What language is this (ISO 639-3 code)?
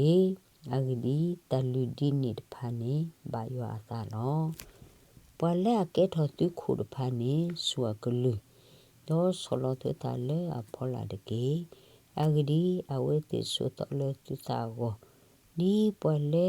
ksw